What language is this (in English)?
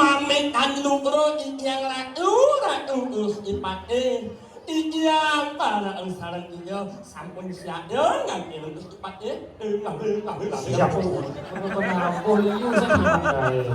Balinese